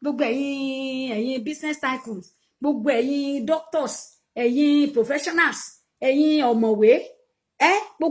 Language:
Yoruba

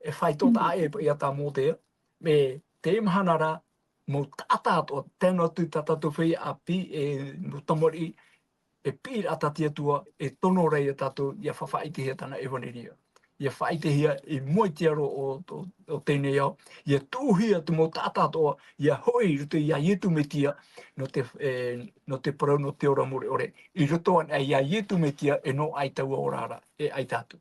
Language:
Tahitian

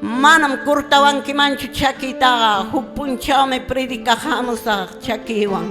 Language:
Quechua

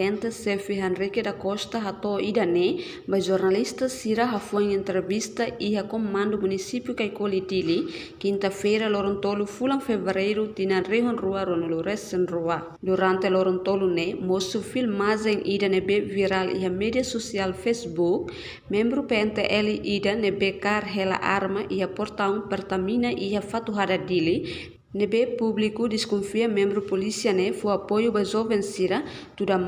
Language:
Tetum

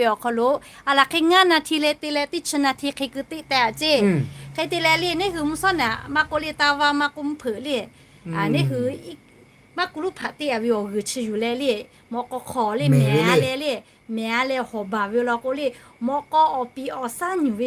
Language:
Lahu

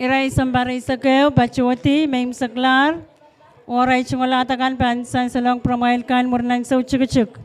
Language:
Pohnpeian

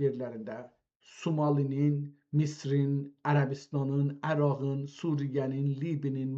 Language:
South Azerbaijani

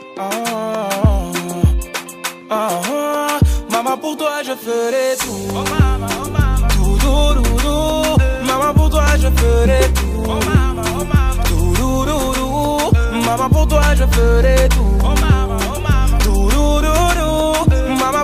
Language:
French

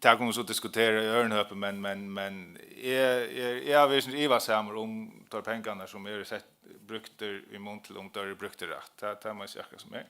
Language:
Faroese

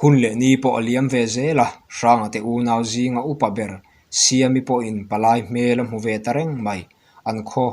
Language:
Mizo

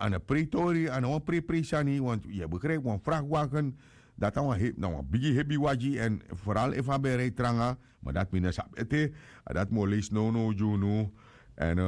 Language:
Sranan Tongo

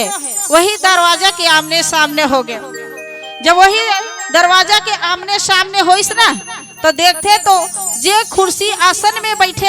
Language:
Chhattisgarhi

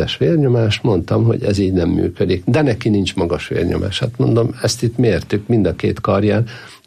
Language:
Hungarian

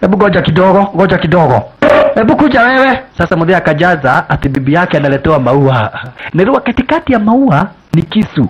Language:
Swahili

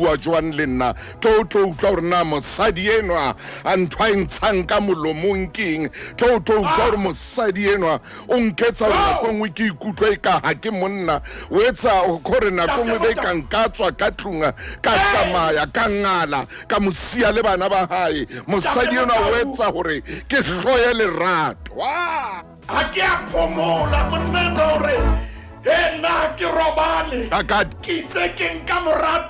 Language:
Southern Sotho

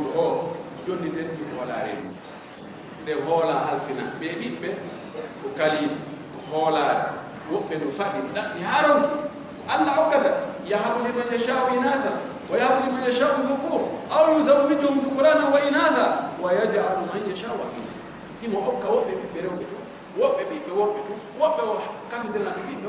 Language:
Pular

